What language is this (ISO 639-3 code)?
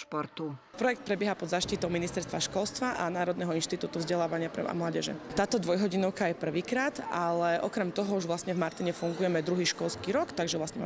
slk